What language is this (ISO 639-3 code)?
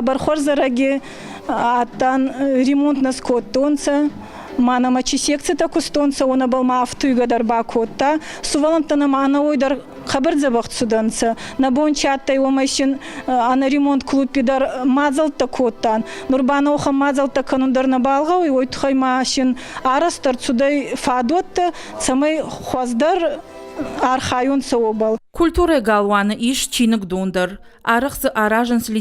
oss